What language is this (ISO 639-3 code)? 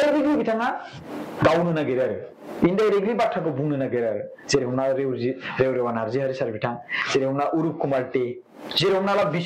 brx